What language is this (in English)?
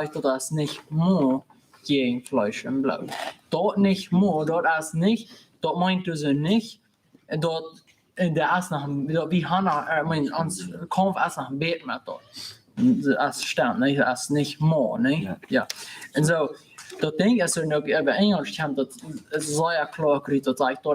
Plautdietsch